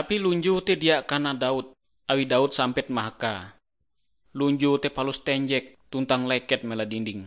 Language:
Ngaju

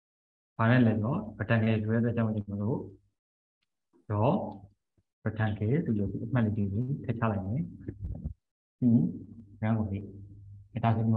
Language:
Burmese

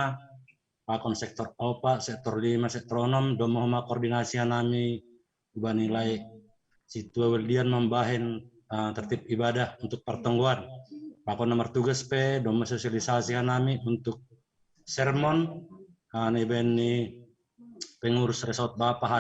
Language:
Batak Simalungun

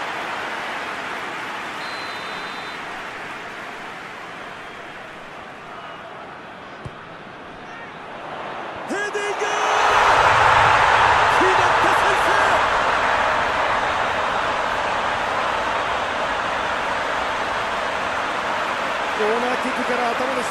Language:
Japanese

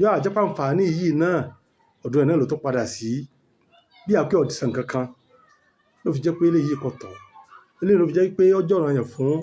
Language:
Yoruba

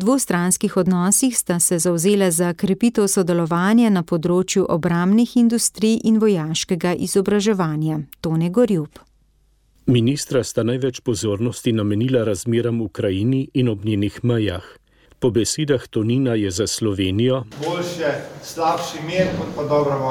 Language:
Slovenian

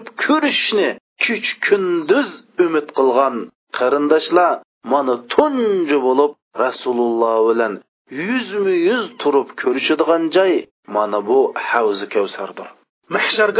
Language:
Uyghur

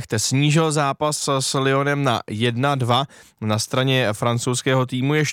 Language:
Czech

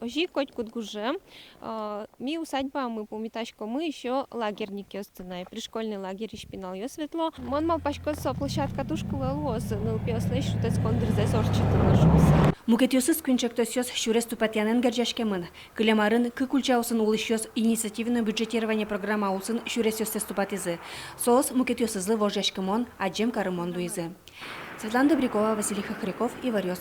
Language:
Udmurt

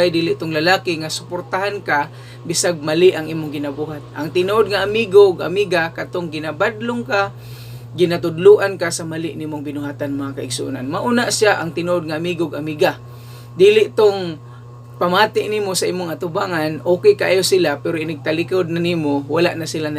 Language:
Cebuano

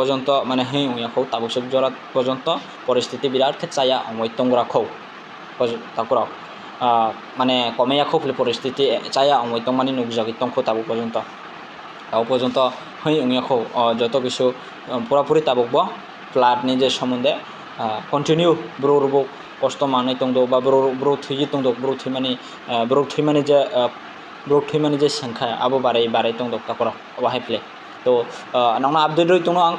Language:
Kok Borok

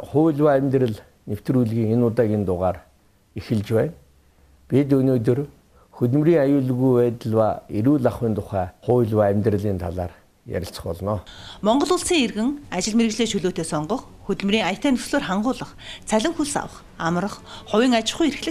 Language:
Mongolian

